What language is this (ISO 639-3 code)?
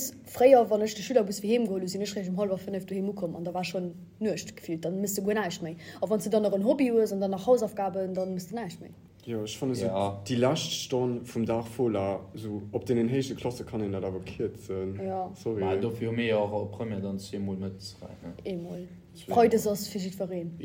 ltz